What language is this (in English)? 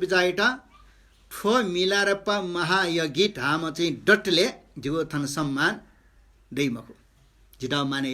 Newari